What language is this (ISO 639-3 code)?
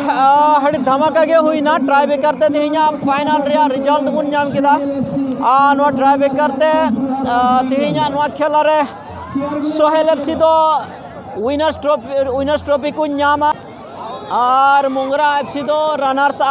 sat